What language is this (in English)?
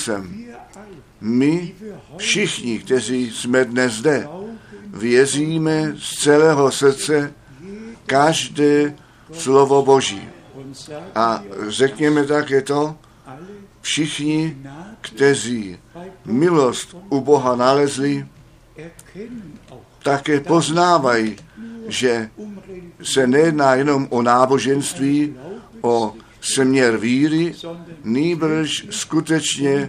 Czech